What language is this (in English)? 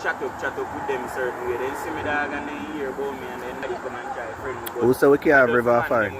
Jamaican Creole English